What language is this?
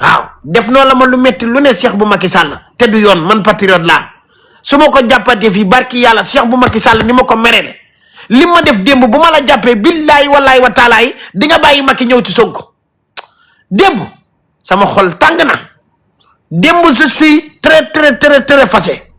Wolof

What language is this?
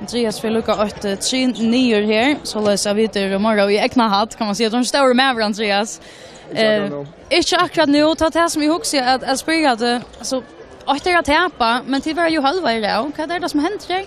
Faroese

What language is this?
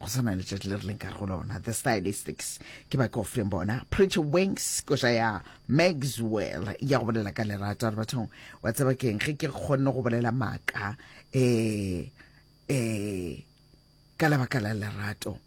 Northern Sotho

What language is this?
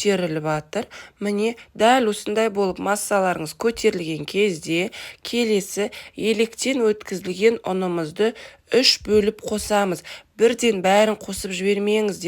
Kazakh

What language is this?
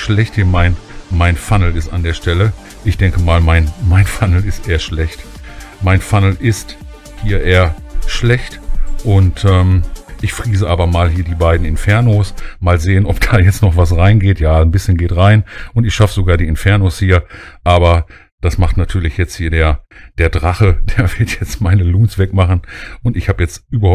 German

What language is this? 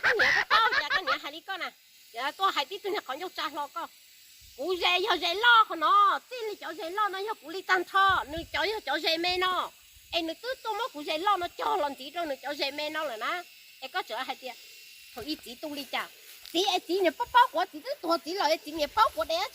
Hmong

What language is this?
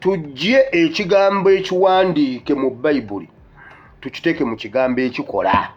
Ganda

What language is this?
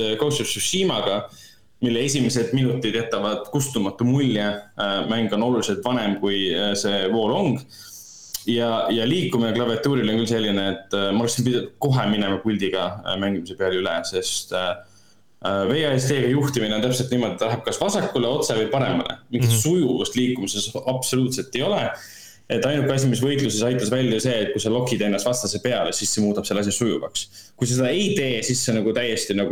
Estonian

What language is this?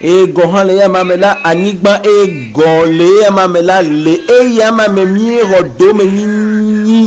Ewe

